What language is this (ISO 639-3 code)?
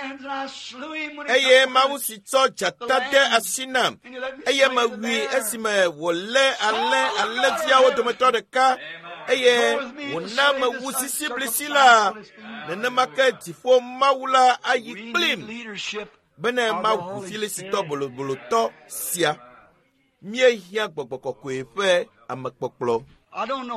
ewe